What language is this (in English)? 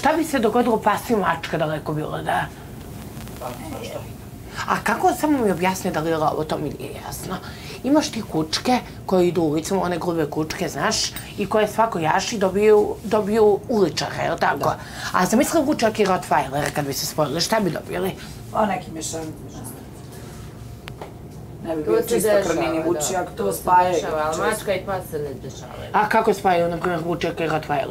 Bosnian